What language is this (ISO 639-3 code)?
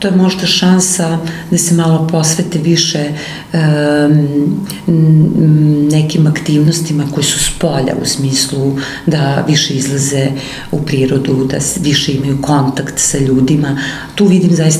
srp